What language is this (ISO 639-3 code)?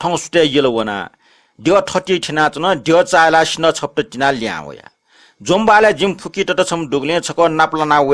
new